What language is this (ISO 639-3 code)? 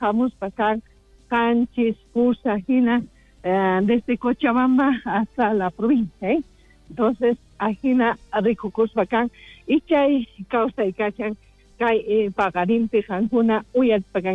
quh